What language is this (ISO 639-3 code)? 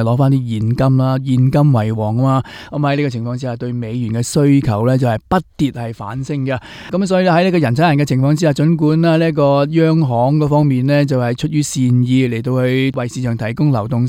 yue